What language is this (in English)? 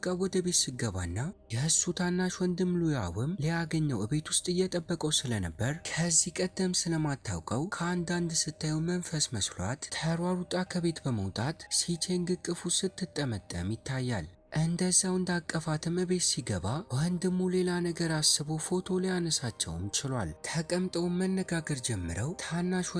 Amharic